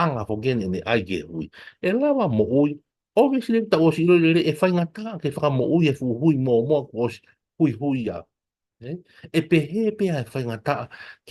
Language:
Tongan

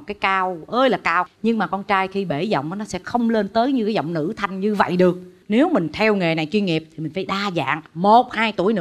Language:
Vietnamese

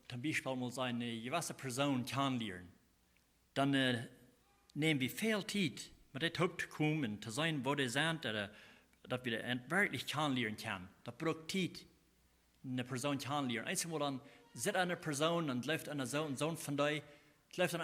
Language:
Plautdietsch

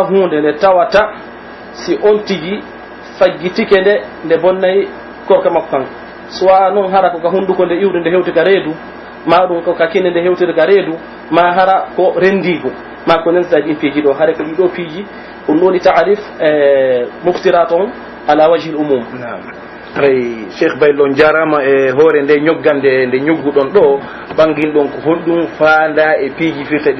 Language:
Pular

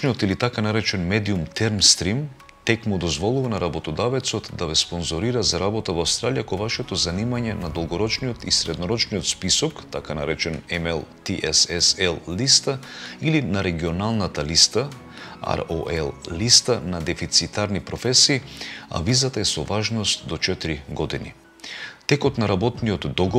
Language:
Macedonian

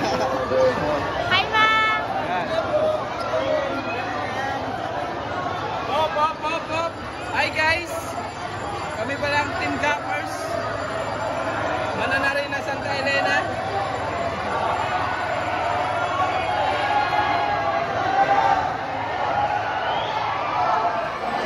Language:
Filipino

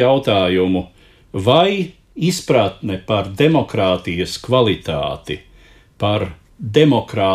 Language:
Latvian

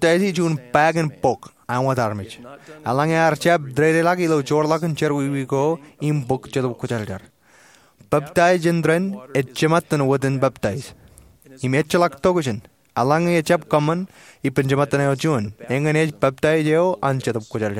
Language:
Marshallese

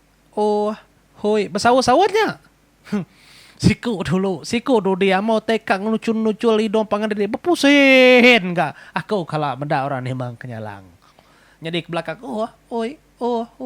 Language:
Iban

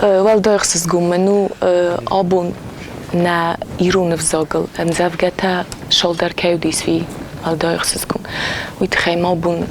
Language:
Ossetic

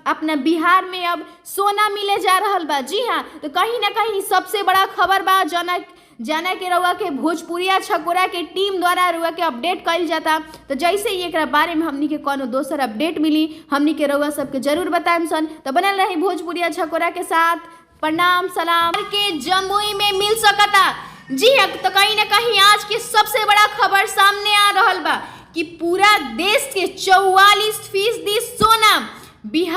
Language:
Bhojpuri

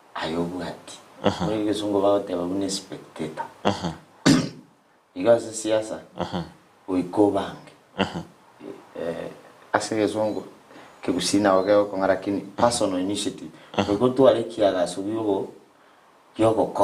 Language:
Gusii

